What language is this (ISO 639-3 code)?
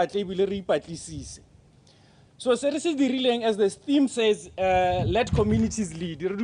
tsn